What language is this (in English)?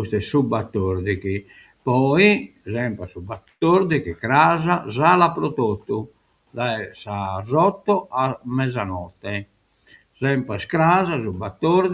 Sardinian